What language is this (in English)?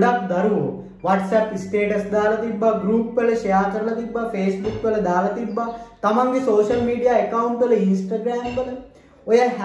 Sinhala